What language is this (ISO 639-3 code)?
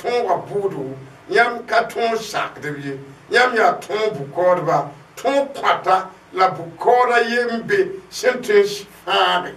mos